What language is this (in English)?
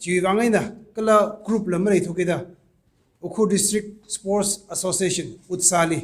Tangkhul Naga (India)